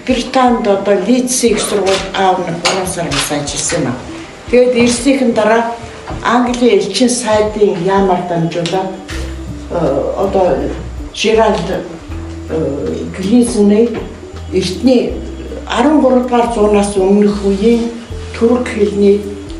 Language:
Mongolian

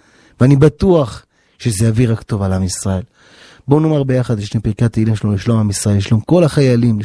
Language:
Hebrew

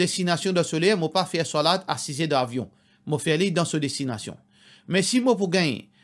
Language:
Morisyen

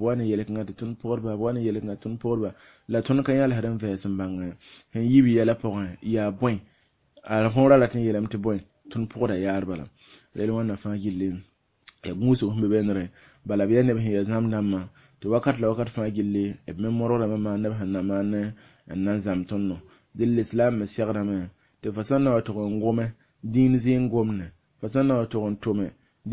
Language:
Mossi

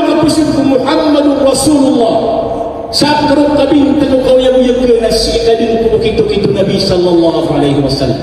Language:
Maranao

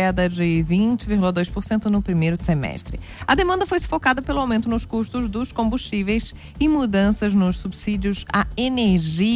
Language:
Portuguese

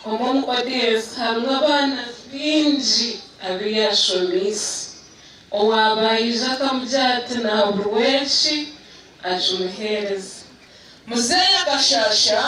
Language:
Nyankole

